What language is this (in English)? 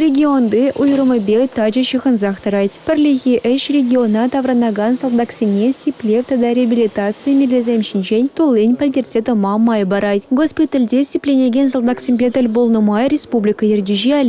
Chuvash